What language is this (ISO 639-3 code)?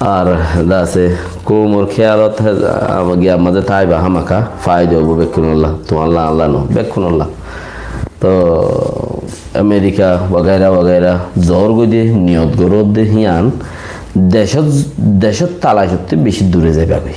rhg